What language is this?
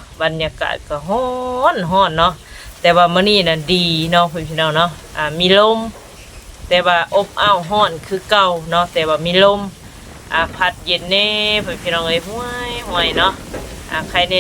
Northeastern Thai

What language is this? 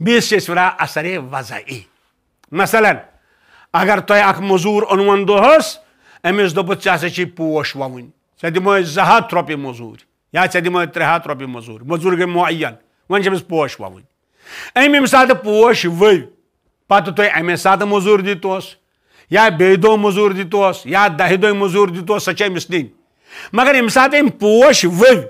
Kashmiri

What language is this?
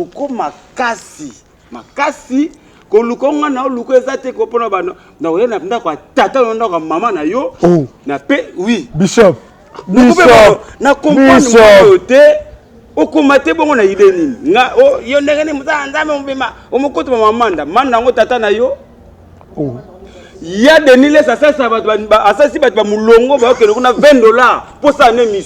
Lingala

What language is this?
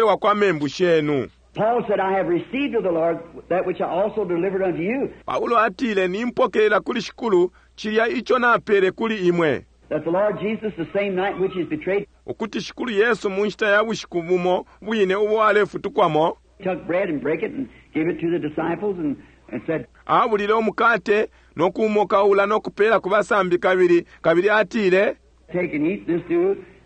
Bemba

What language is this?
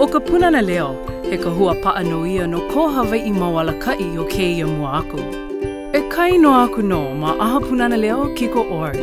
Hawaiian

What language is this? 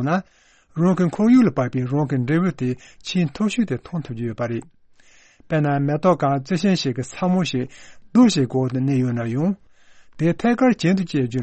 Tibetan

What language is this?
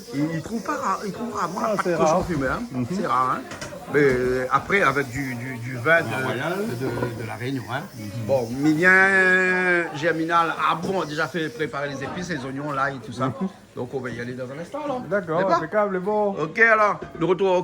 Réunion Creole French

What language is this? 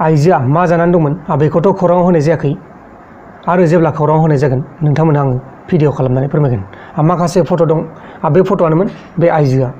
Bodo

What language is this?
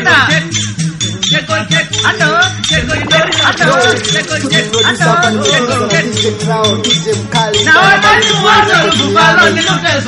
Swahili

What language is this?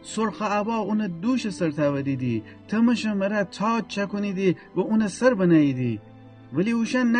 Gilaki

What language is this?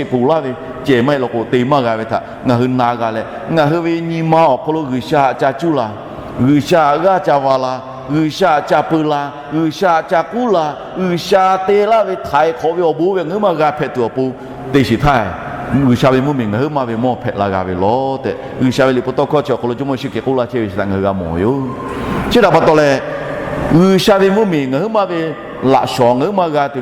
Lahu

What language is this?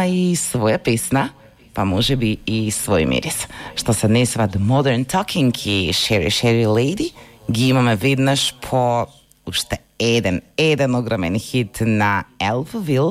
Macedonian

